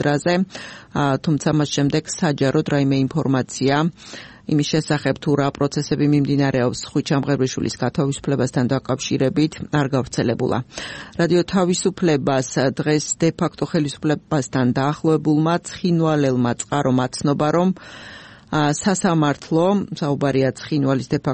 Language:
Georgian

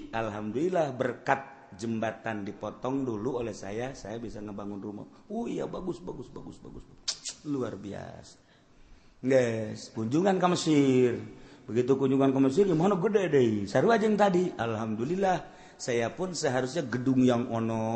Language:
Sundanese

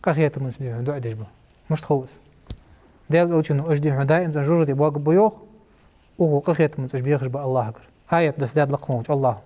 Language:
Ingush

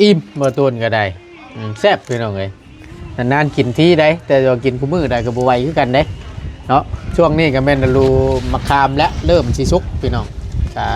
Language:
Northeastern Thai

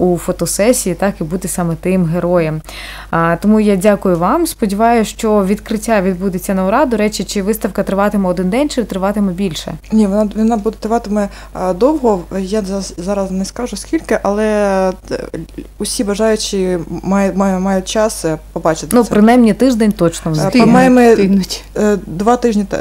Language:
Ukrainian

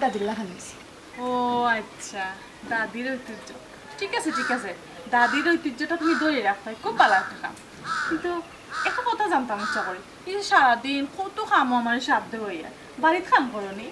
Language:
Sylheti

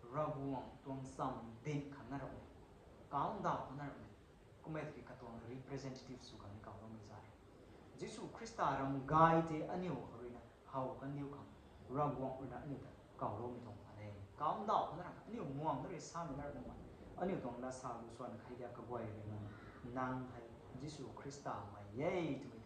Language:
Rongmei Naga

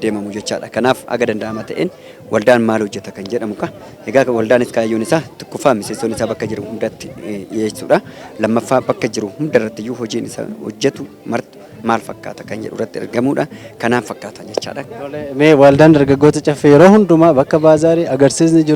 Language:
Oromo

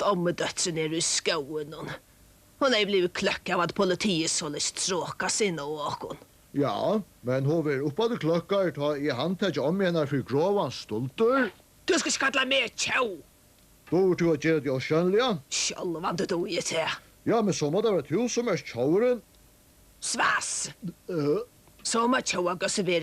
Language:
Faroese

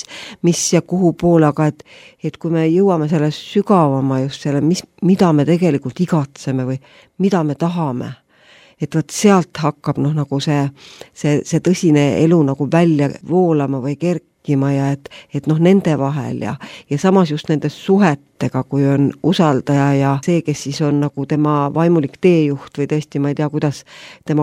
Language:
Estonian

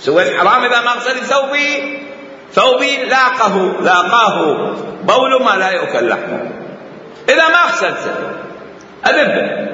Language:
Mesopotamian Arabic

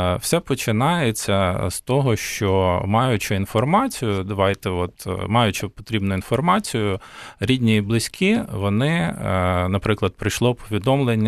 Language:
Ukrainian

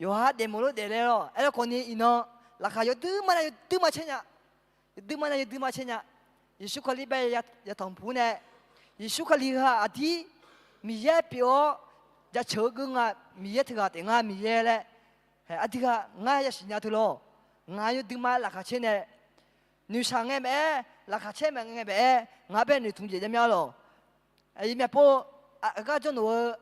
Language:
Akha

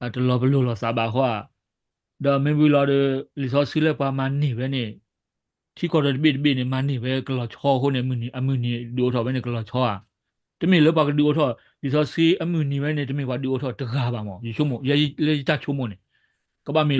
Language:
S'gaw Karen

